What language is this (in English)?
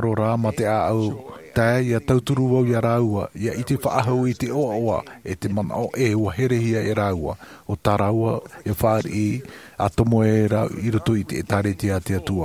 Tahitian